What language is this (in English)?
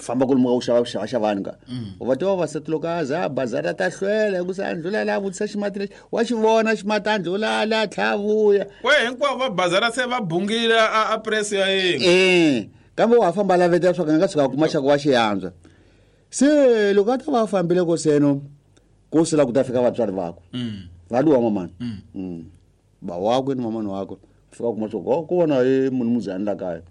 Tsonga